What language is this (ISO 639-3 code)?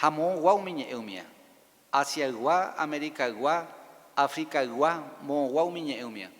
grn